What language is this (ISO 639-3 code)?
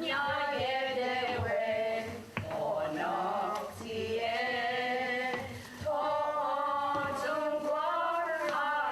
moh